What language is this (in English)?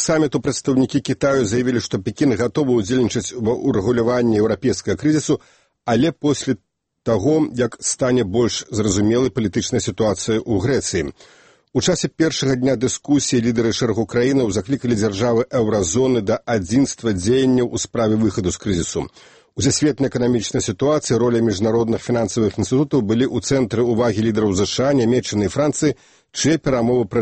Belarusian